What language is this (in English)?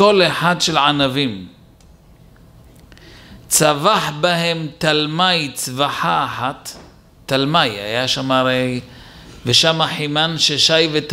Hebrew